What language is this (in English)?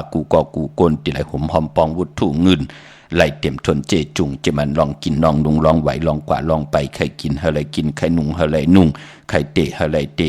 Shan